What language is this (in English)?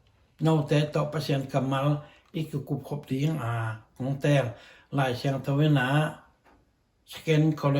Tedim Chin